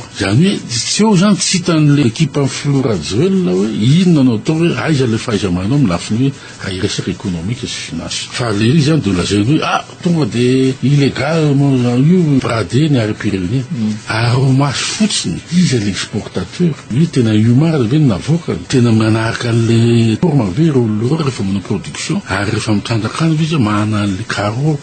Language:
Malagasy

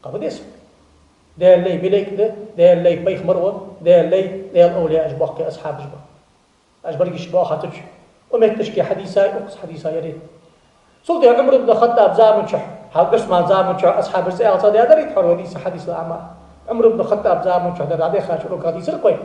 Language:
Ingush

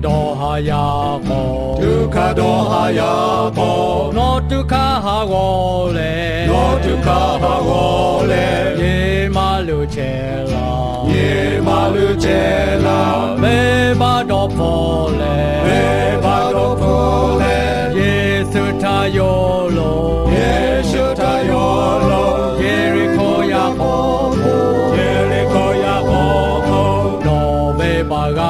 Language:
Lahu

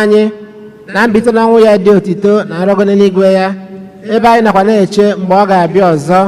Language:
Igbo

